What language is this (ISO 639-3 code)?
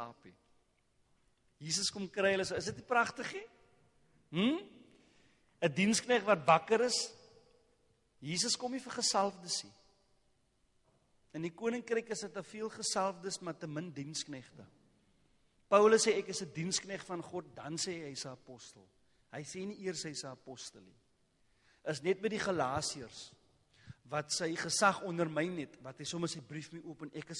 afr